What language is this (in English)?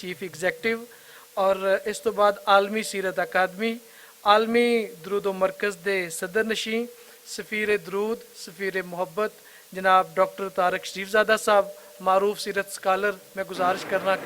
Western Panjabi